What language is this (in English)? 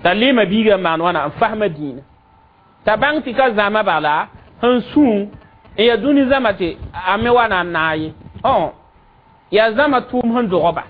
Mossi